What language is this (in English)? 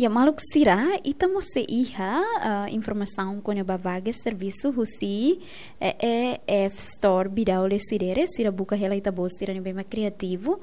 Tetum